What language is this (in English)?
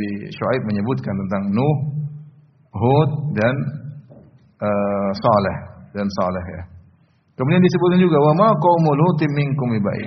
Indonesian